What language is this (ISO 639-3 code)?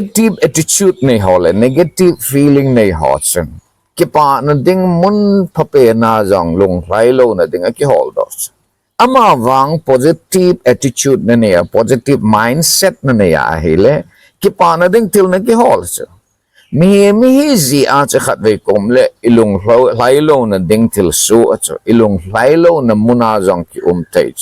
tcz